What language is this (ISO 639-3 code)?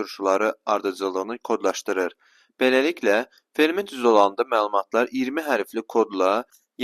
aze